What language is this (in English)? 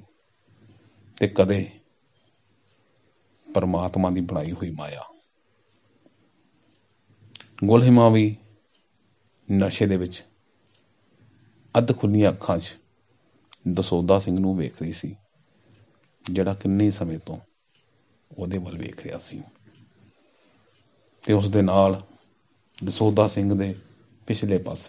Punjabi